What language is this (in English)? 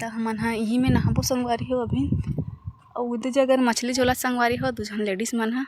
Chhattisgarhi